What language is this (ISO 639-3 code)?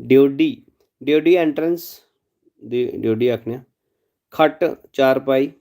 doi